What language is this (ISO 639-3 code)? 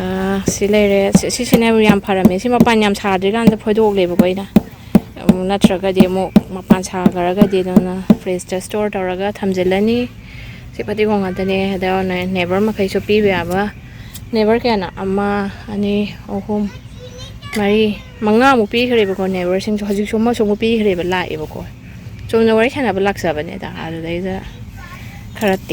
mni